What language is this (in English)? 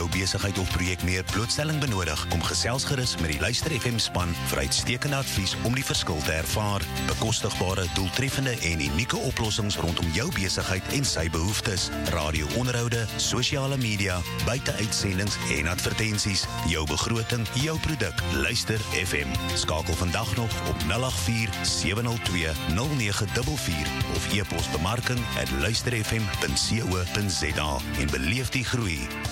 Afrikaans